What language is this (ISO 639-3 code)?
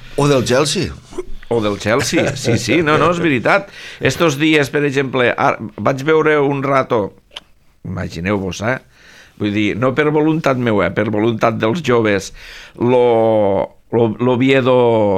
cat